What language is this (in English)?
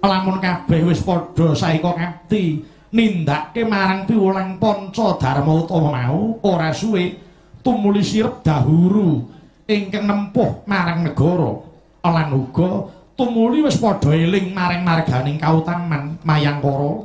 Javanese